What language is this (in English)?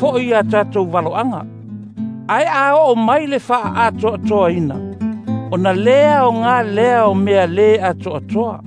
Samoan